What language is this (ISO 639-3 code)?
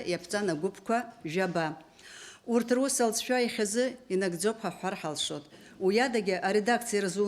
abk